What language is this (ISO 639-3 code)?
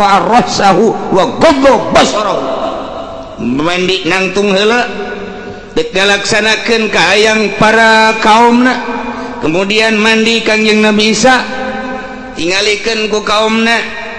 sun